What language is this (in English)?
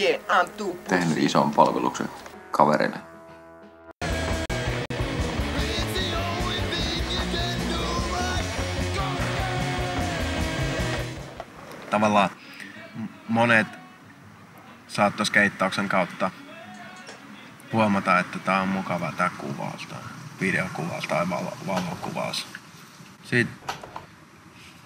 Finnish